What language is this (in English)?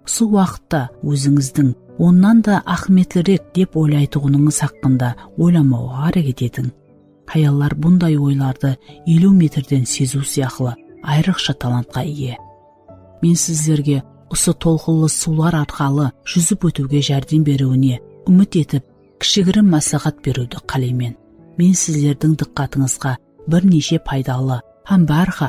Kara-Kalpak